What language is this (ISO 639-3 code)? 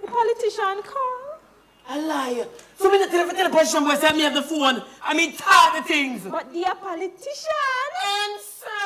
jam